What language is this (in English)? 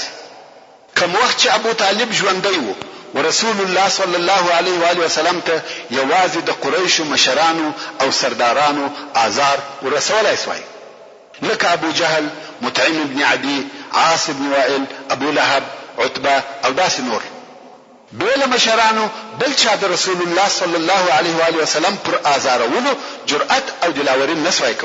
Pashto